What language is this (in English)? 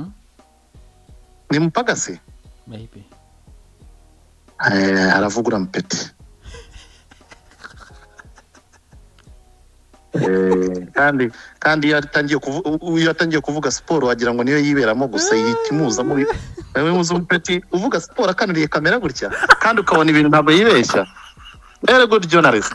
Kinyarwanda